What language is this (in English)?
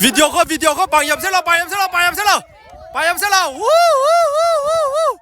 Tangkhul Naga (India)